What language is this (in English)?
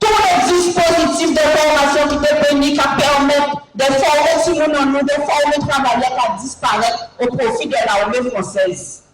Guadeloupean Creole French